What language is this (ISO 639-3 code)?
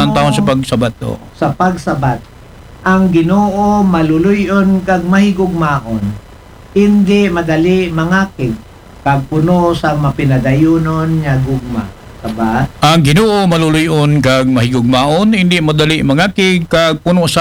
akl